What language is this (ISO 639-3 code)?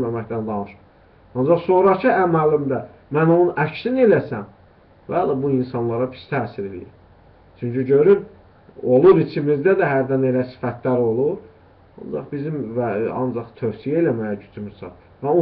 aze